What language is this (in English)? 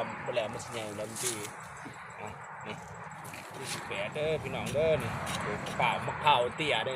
Lao